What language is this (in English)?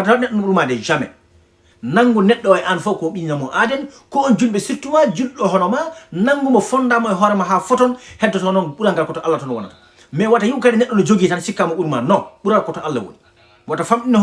Fula